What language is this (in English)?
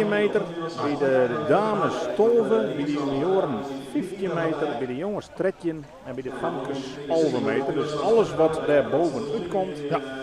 Western Frisian